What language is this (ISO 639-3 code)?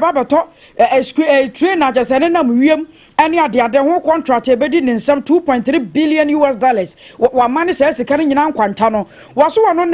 aka